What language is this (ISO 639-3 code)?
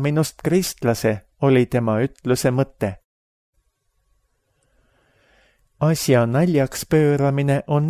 est